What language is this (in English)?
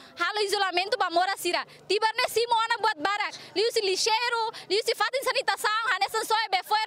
Tetum